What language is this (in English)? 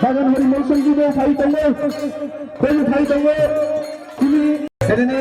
Kok Borok